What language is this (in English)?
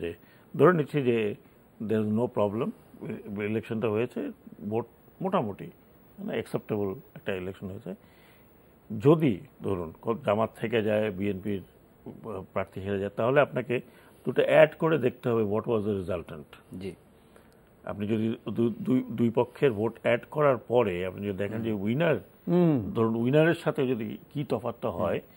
Bangla